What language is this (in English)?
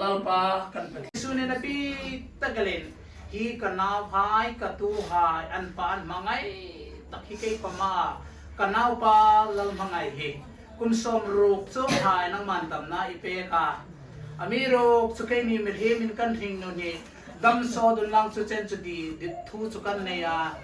Hmar